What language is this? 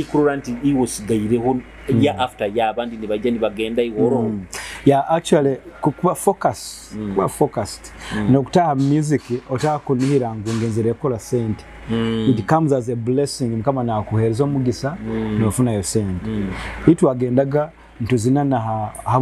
Nyoro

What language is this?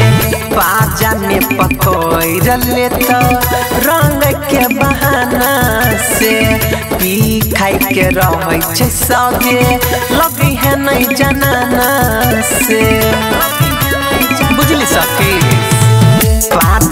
Bhojpuri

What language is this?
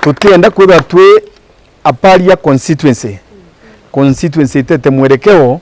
Meru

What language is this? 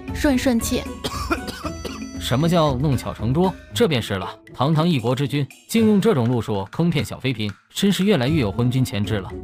Chinese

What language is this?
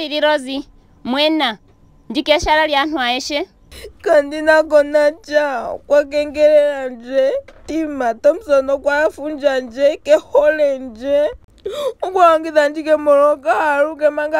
Ndonga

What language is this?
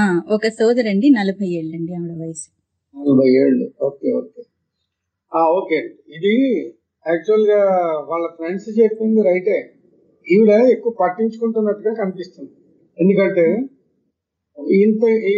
Telugu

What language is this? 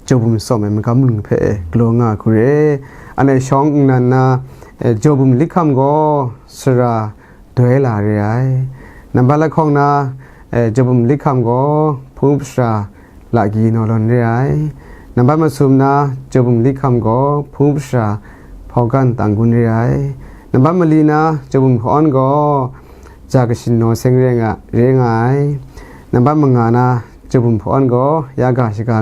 Kachin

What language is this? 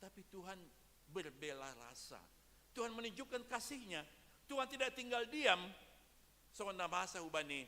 Batak Simalungun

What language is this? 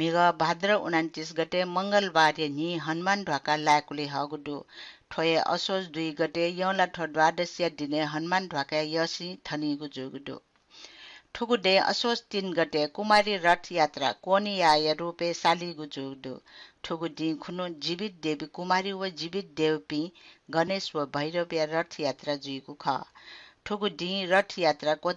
Newari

